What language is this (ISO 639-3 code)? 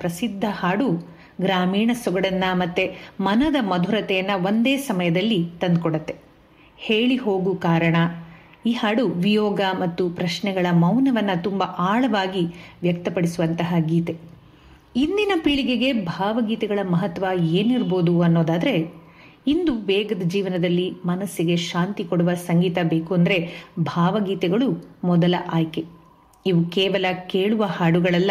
kan